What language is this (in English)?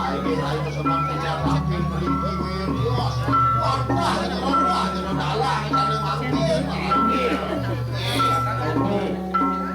Balinese